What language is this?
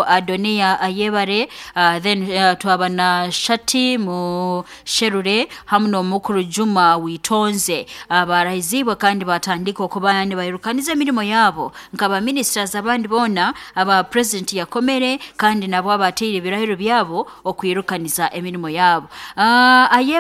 Nyankole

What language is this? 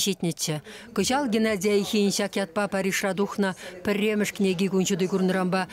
Chuvash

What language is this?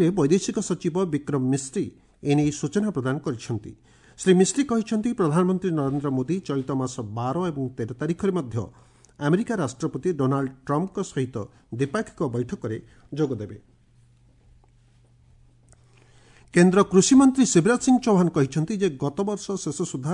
Odia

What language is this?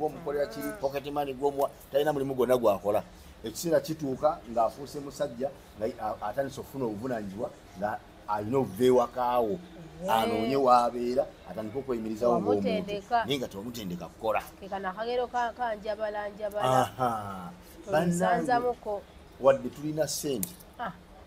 Ganda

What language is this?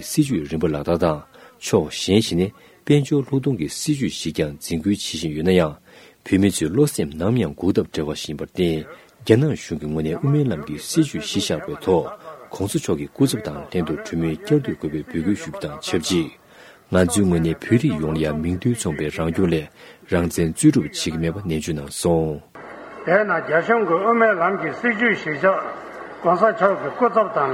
Tibetan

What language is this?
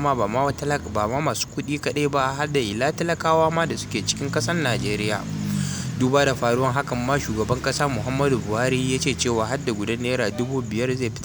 Hausa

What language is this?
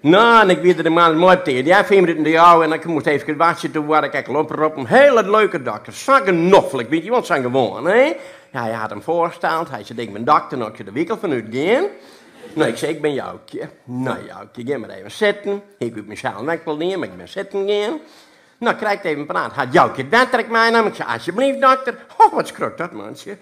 Western Frisian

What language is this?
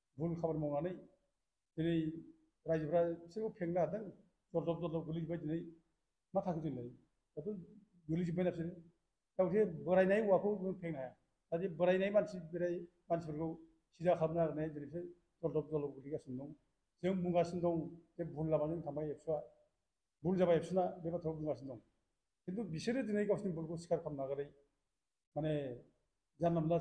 Bodo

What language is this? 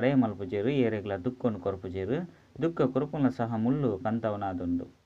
Tulu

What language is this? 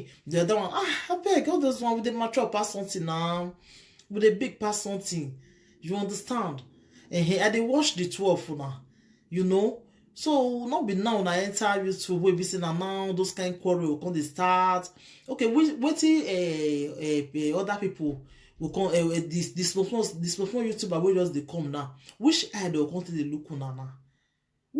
Nigerian Pidgin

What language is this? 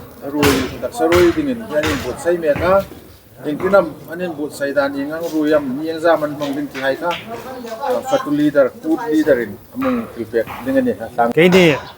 Hmar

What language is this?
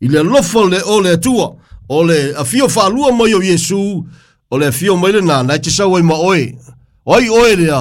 Samoan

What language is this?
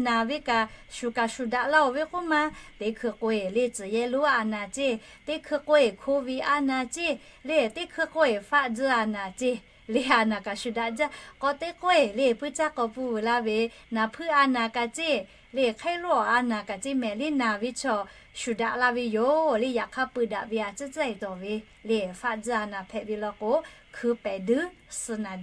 Lahu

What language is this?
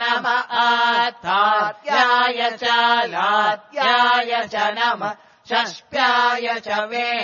Sanskrit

